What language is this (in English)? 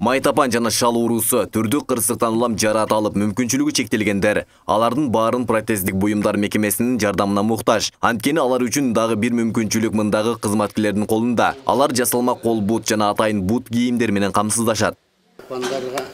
Kyrgyz